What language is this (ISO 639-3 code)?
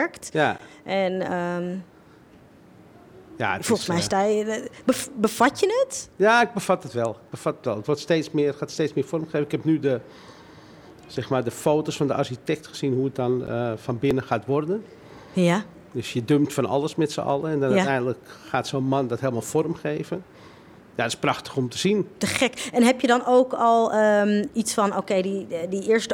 nld